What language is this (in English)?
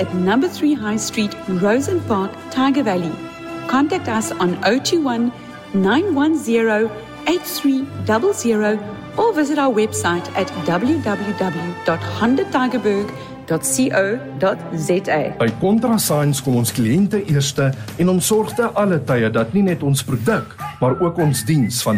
Afrikaans